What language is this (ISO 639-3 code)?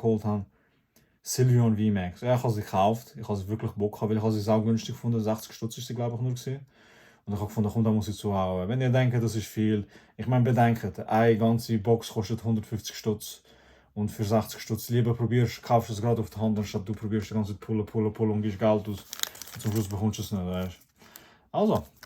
gsw